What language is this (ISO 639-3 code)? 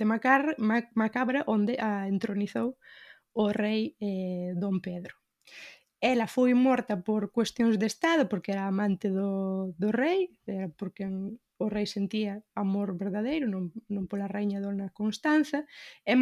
glg